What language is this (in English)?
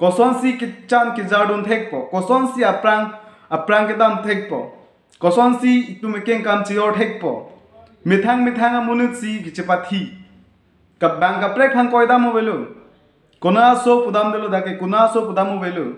Karbi